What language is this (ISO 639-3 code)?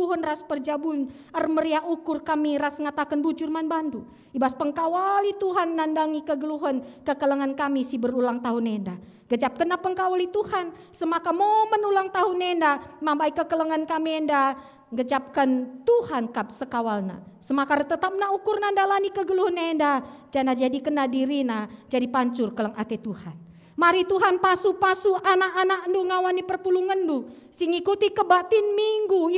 btx